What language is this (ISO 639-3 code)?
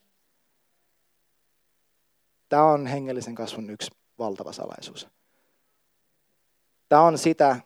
fin